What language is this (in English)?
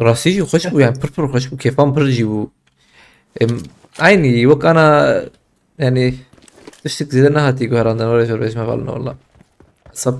Kurdish